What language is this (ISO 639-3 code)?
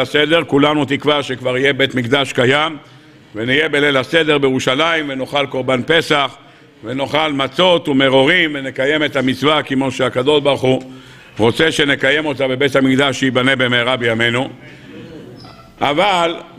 heb